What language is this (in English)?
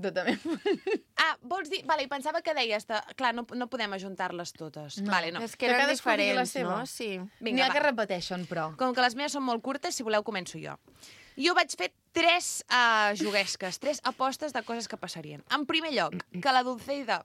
Catalan